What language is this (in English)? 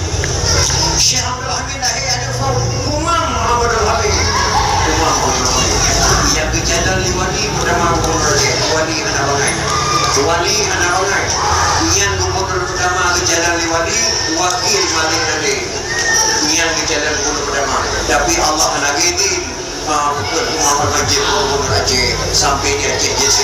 Achinese